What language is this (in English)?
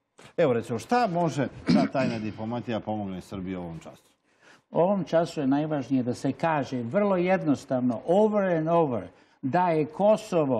Serbian